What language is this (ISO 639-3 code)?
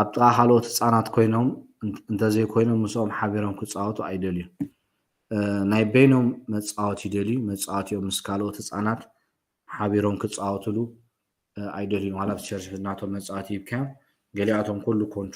tir